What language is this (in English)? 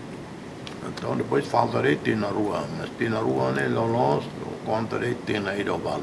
Tetum